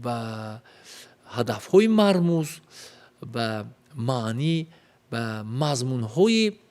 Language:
Tajik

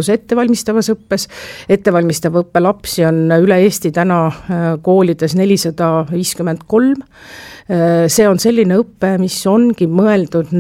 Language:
Estonian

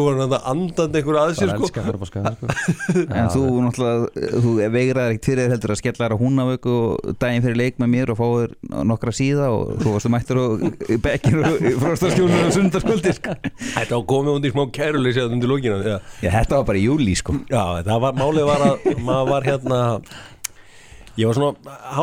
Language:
Icelandic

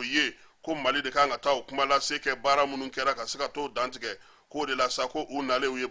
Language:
Bambara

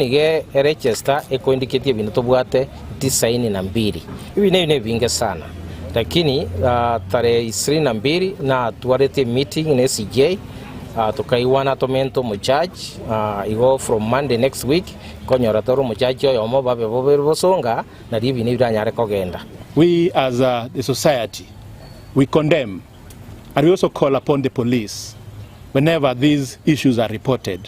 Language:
Gusii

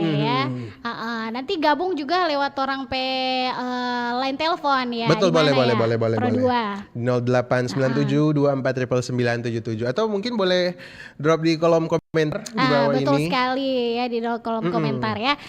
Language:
Manado Malay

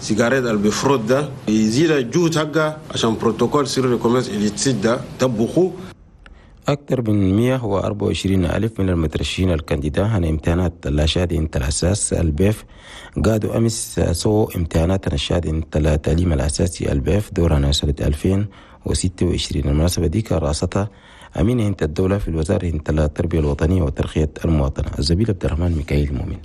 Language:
Chadian Arabic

